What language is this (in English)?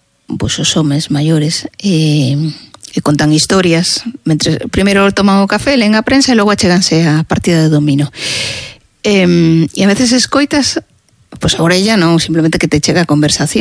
Galician